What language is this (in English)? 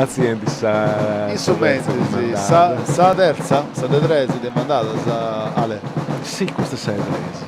Sardinian